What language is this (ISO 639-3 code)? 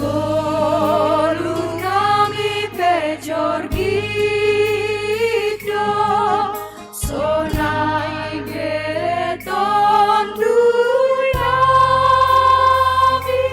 bts